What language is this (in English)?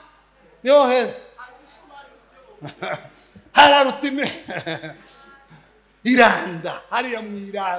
Kinyarwanda